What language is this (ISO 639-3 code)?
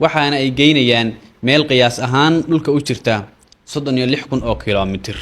som